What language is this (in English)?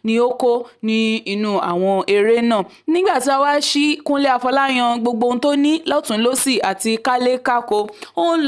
Yoruba